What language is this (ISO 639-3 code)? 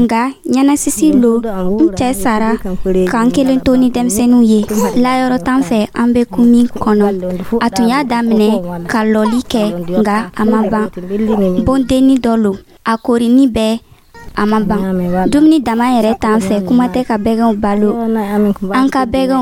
dyu